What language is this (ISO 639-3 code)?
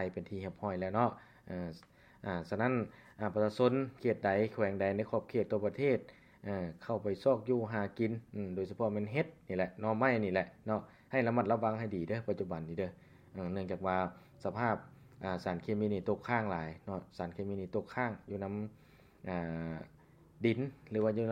lao